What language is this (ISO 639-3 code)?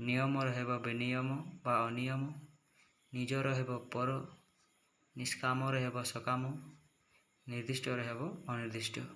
ori